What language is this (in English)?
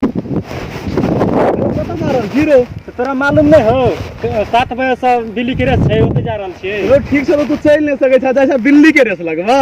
Maithili